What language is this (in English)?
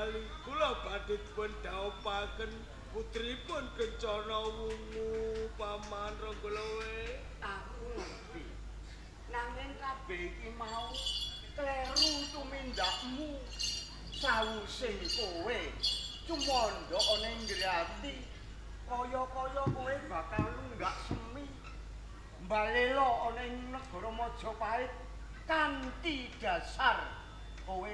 Javanese